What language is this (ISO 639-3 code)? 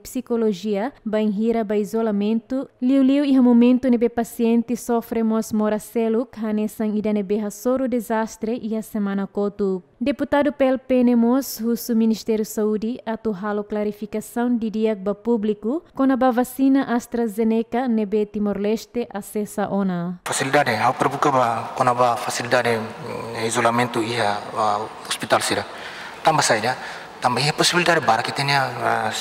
tet